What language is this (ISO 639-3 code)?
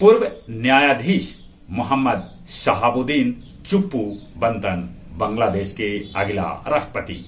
mag